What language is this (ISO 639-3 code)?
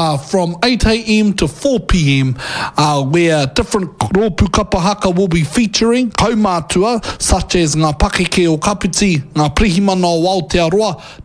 mri